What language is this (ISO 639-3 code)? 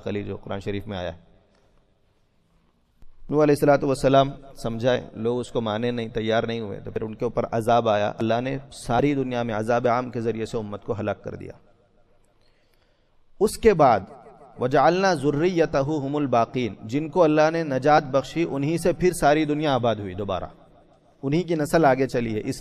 urd